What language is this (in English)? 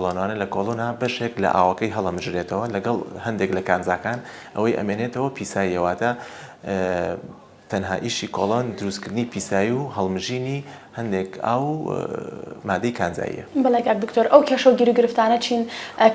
Central Kurdish